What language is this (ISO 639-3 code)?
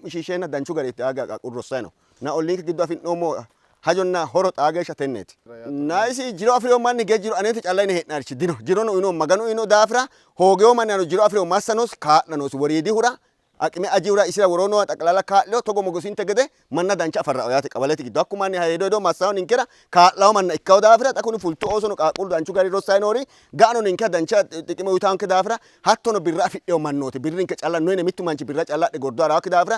sid